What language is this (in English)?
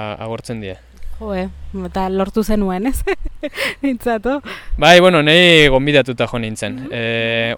Basque